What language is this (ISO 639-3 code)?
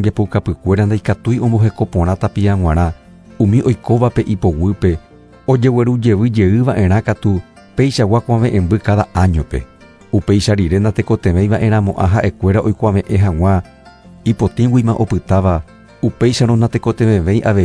grn